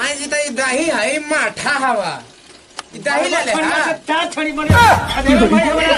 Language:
Magahi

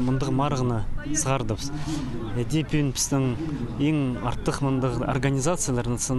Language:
Khakas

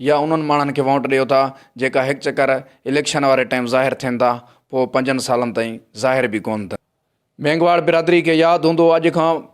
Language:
Sindhi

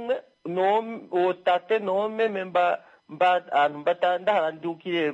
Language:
Kuanyama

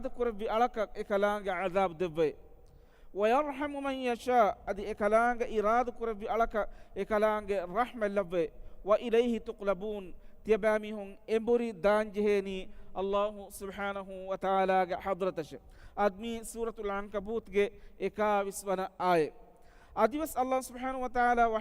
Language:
Divehi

